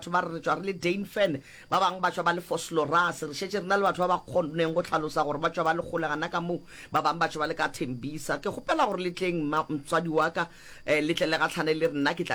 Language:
Northern Sotho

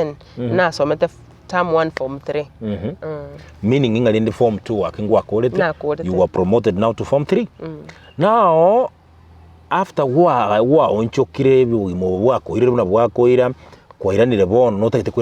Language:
Gusii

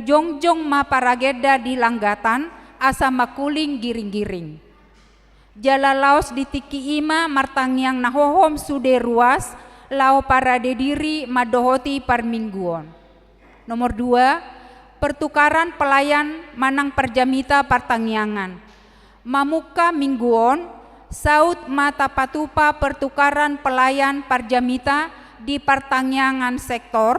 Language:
Batak Toba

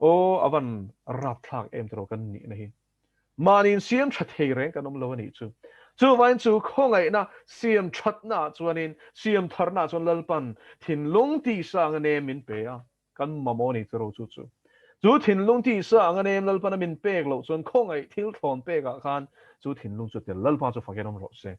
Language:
Mizo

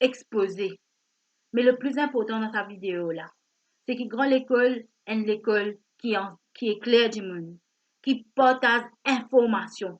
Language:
Morisyen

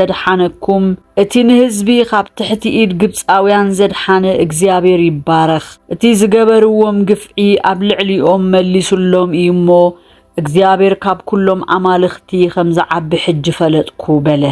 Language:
Tigrinya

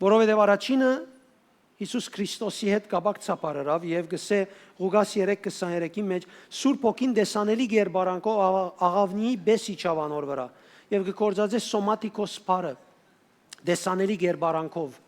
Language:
Western Armenian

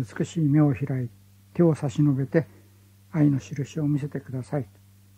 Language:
Japanese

